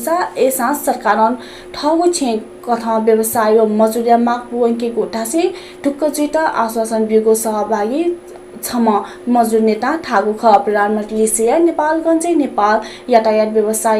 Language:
Newari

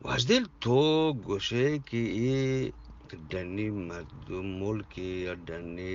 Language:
Eastern Balochi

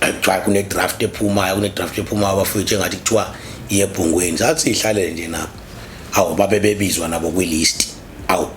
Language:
Zulu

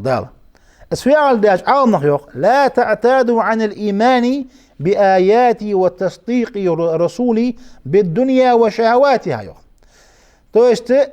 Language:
Ingush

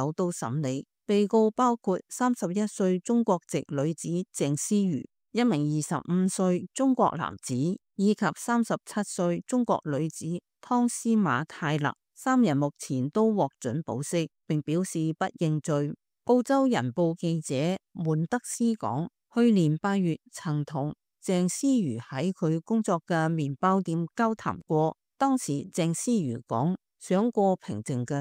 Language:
Cantonese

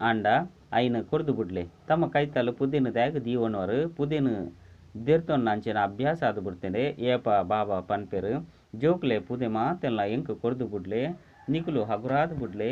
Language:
Tulu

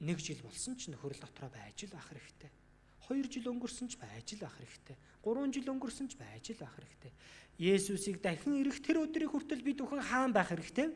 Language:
Mongolian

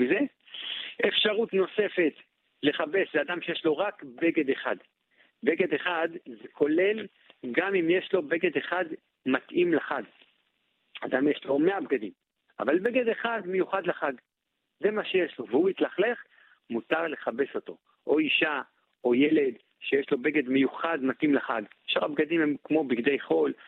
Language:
Hebrew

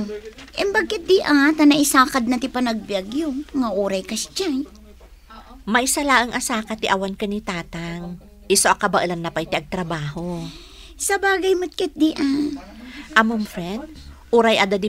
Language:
Iloko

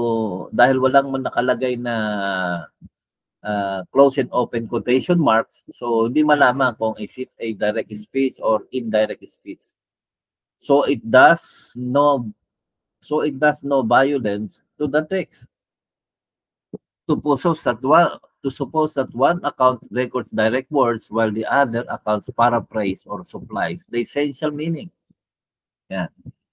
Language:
Filipino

